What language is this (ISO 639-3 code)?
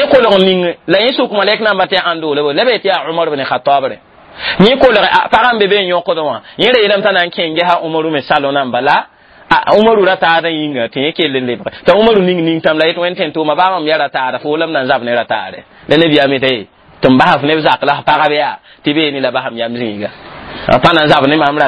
mos